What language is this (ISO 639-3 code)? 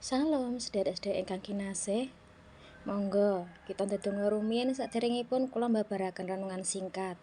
jav